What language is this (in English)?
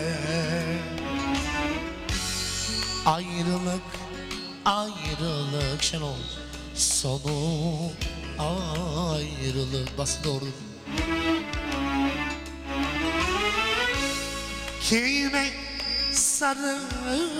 Turkish